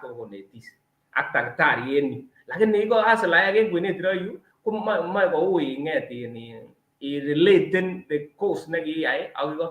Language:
Kalenjin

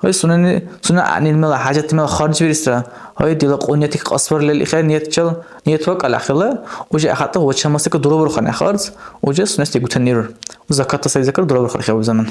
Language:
Dargwa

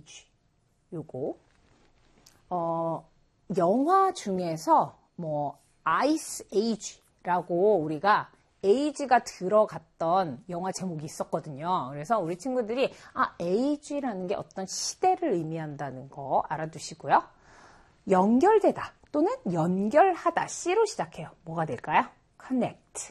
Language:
Korean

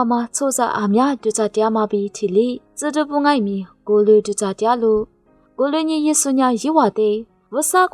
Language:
Lisu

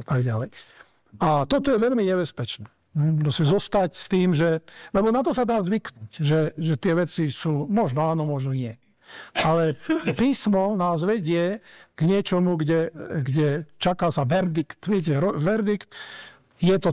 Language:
Slovak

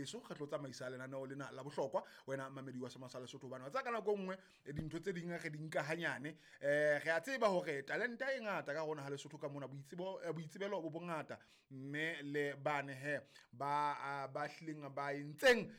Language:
Southern Sotho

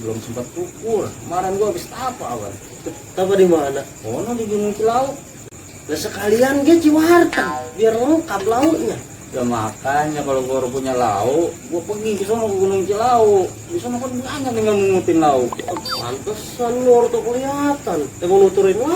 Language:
Betawi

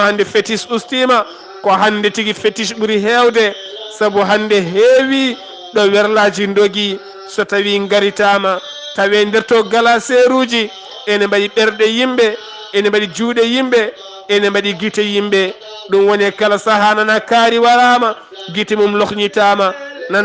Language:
Fula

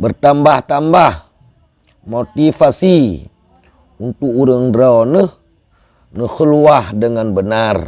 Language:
Achinese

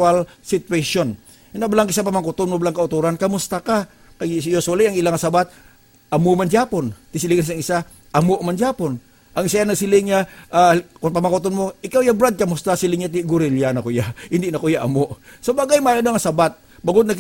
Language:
Hiligaynon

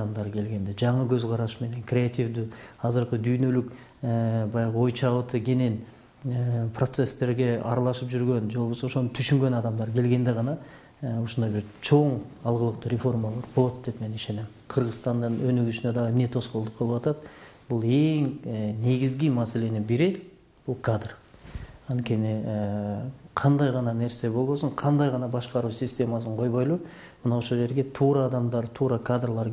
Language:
Kyrgyz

